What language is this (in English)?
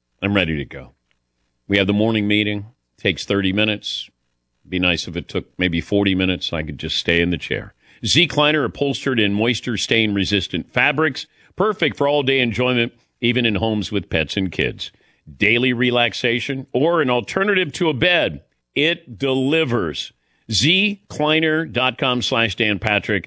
English